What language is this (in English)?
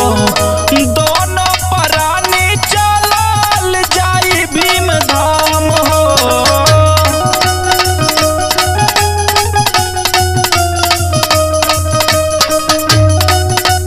Bhojpuri